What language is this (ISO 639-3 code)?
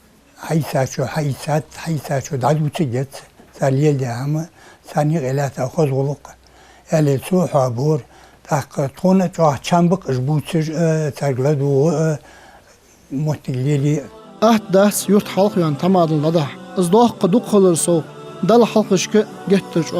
inh